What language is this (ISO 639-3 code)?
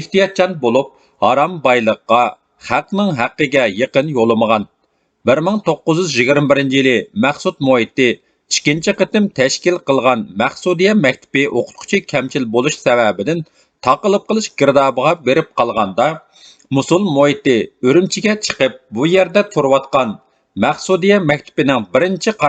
uig